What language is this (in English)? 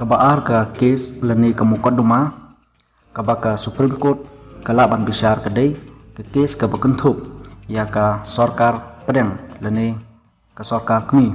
Khasi